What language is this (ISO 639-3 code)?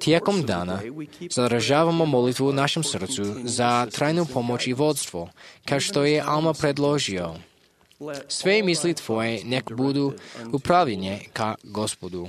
hrv